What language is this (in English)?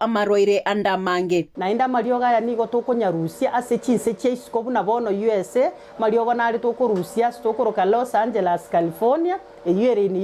Gusii